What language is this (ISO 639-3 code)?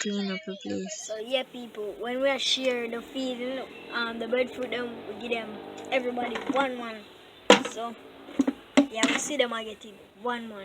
jam